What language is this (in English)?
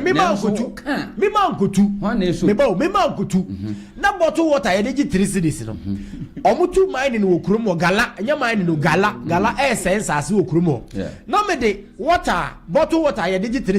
Akan